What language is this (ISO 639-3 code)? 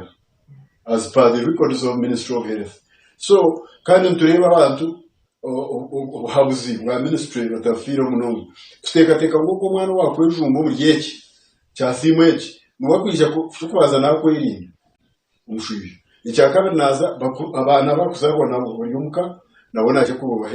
nyn